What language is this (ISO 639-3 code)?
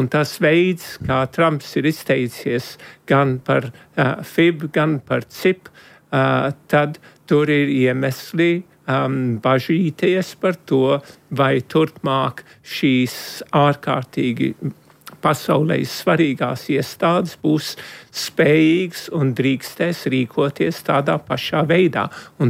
lav